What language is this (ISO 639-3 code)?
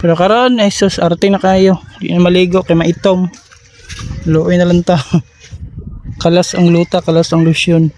ceb